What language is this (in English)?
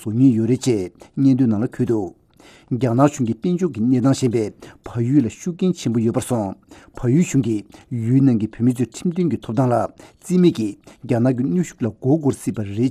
Tibetan